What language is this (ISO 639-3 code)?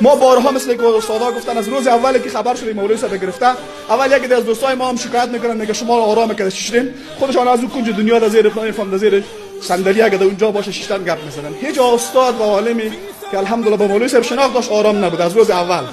fas